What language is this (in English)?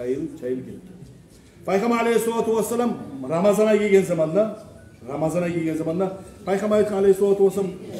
Kumyk